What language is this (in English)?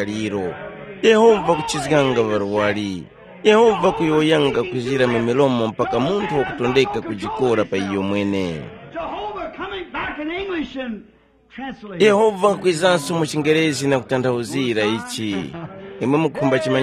Tumbuka